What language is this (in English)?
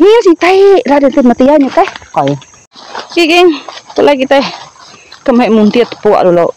Iban